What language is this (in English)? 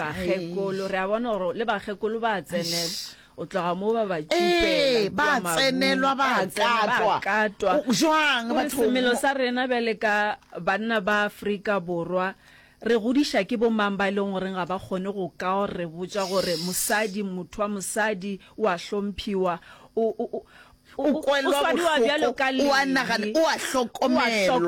Northern Sotho